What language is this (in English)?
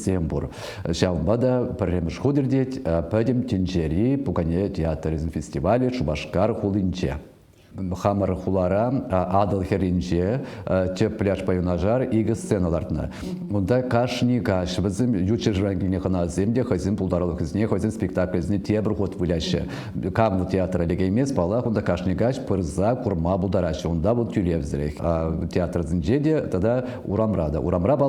Chuvash